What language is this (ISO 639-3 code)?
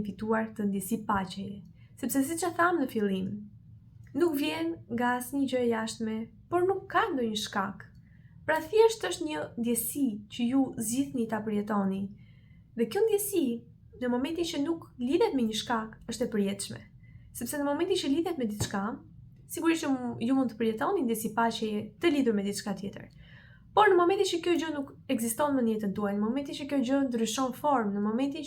sqi